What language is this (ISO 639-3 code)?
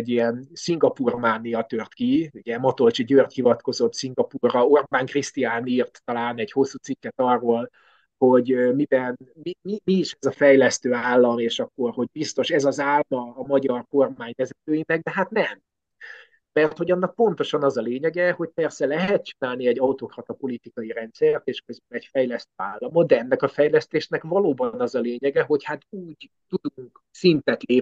hun